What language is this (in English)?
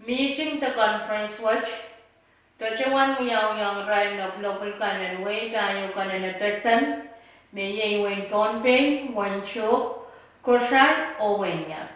Pohnpeian